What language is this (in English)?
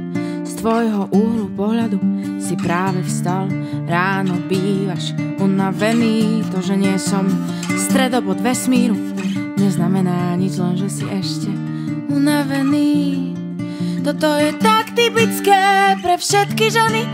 Slovak